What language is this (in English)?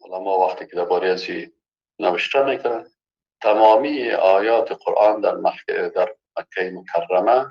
Persian